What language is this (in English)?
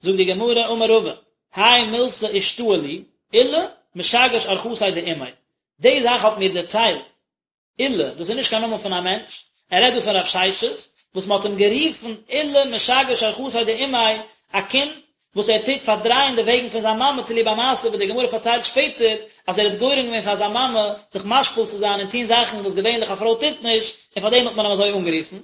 Yiddish